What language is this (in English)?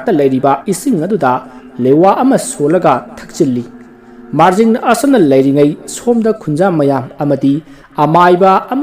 Manipuri